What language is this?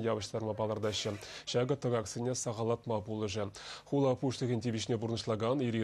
Chuvash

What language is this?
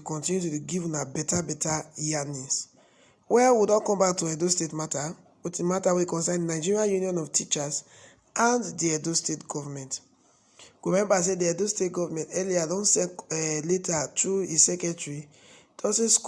Nigerian Pidgin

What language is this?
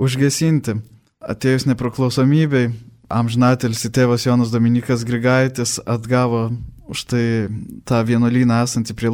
Lithuanian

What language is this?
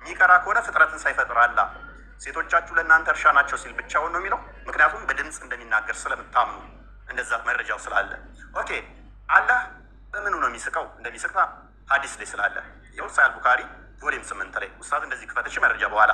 Amharic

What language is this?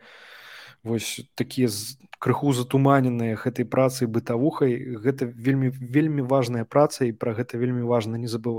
Belarusian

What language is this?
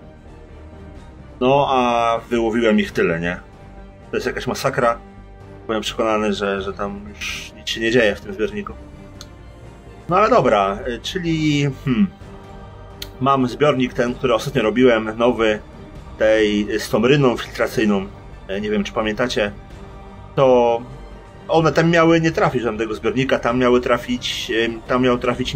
Polish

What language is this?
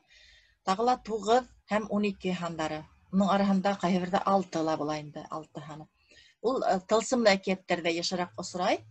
Bashkir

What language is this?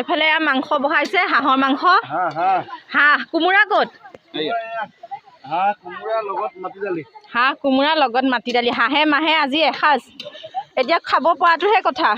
Assamese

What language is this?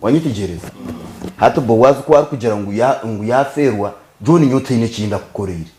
Nyankole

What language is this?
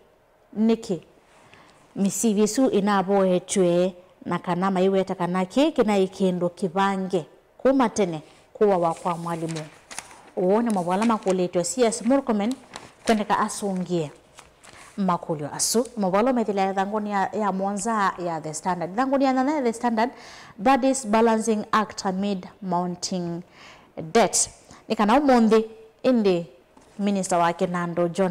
Kamba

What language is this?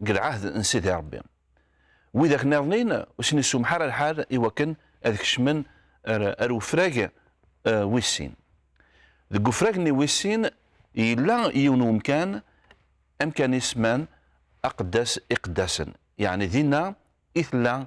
Kabyle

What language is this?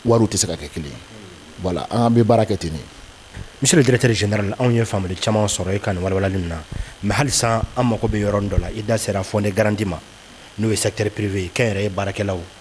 Bambara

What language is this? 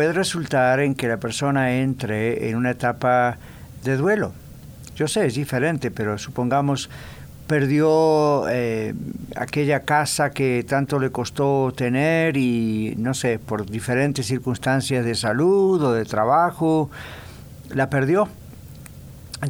Spanish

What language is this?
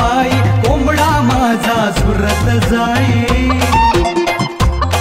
Marathi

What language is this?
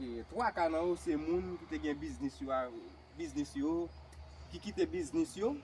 Haitian Creole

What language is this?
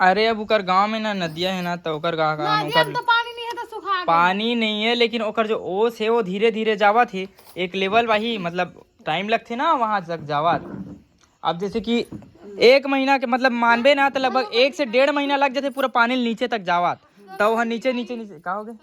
Chhattisgarhi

